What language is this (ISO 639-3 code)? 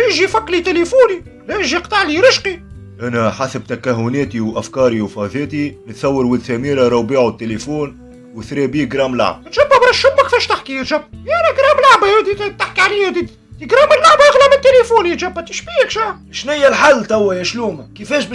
aeb